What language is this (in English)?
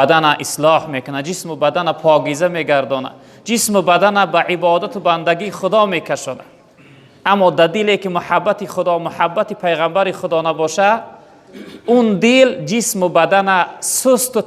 Tajik